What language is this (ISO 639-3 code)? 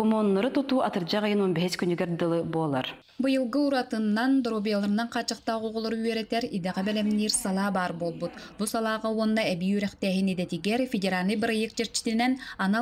sah